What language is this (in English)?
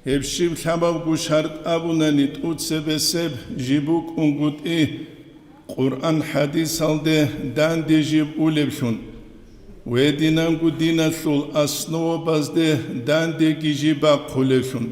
Avaric